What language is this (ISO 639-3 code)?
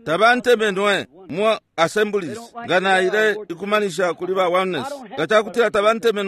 bem